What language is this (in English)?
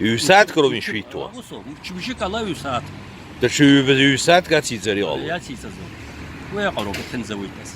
Abkhazian